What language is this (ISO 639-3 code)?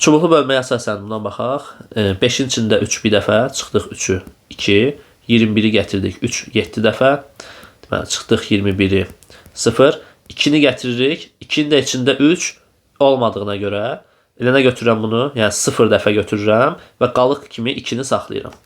aze